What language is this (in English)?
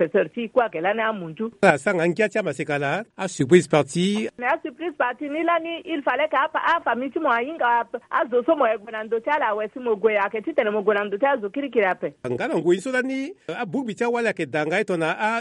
Sango